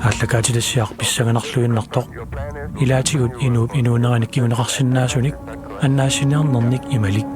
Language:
Kalaallisut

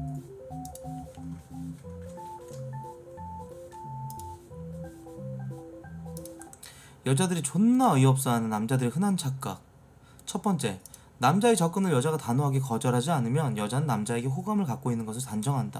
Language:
Korean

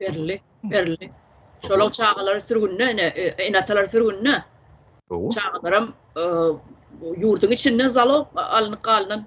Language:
Turkmen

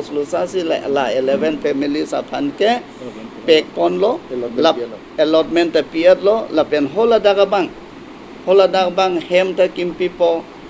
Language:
Karbi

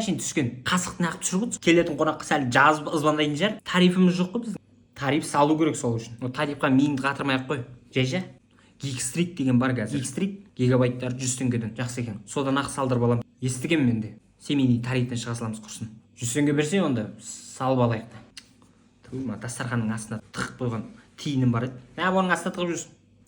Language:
Kazakh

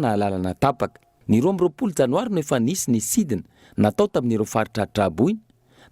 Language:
Malagasy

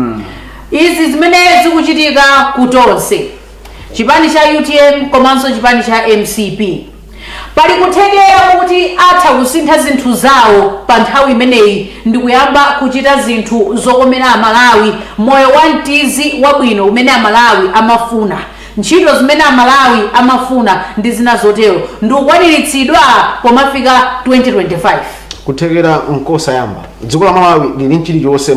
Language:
Nyanja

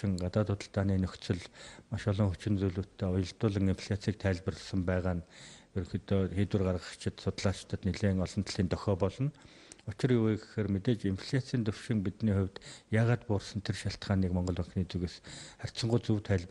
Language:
Mongolian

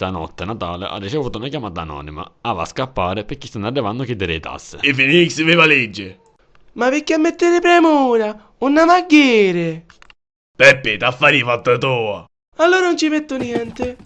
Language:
Sicilian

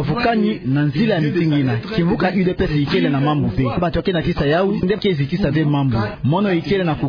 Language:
Kituba (Democratic Republic of Congo)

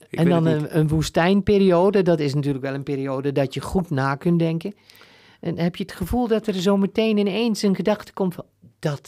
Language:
Dutch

